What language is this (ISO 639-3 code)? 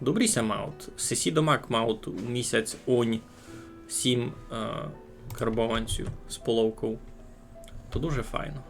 rue